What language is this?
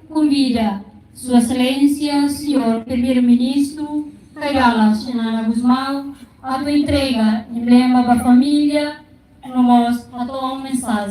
Tetum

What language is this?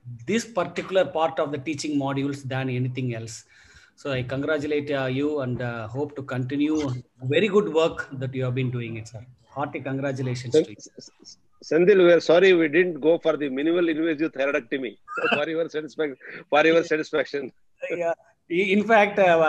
English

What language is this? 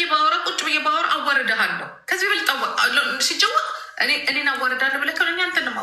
Amharic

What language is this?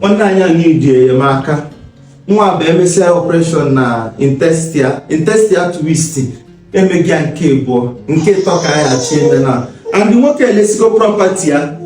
Igbo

